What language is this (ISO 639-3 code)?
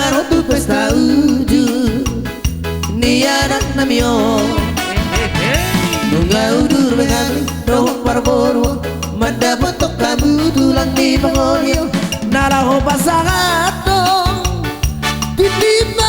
bbc